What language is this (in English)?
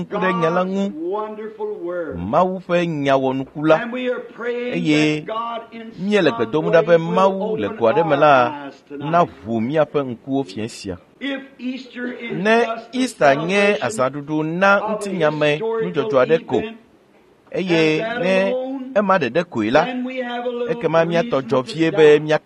Ewe